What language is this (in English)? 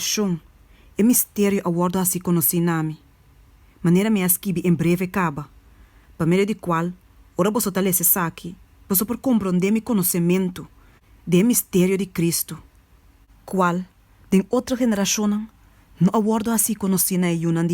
Papiamento